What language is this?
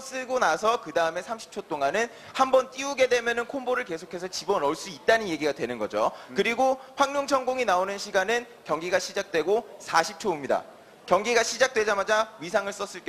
Korean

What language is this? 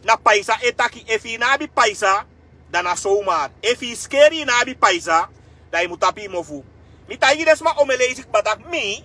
Sranan Tongo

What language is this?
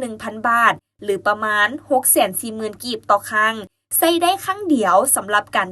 Lao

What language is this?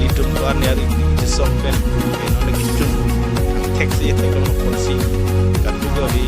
Karbi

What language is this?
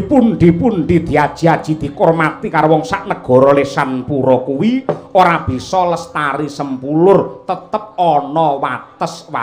Javanese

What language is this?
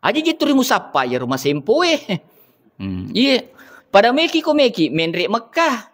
Buginese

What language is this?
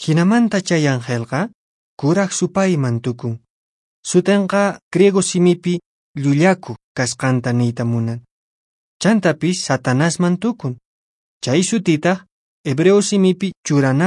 Quechua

